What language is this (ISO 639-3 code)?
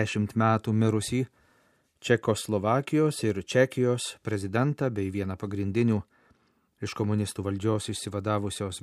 lit